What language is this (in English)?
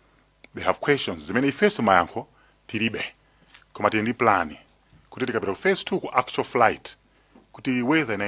Nyanja